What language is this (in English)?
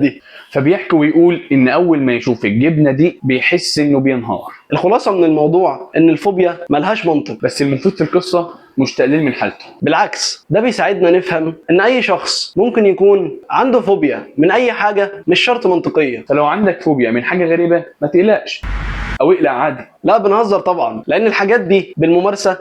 Egyptian Arabic